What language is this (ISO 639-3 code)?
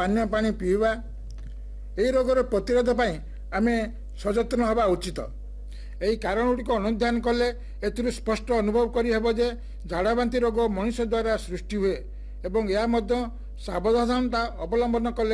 ori